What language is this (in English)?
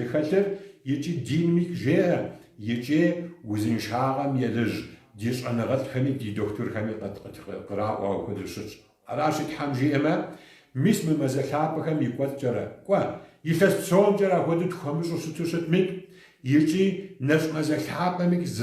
Kabardian